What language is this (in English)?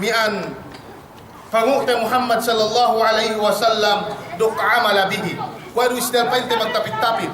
Yakan